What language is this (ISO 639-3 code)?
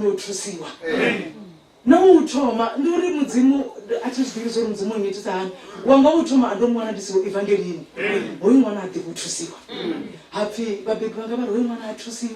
ven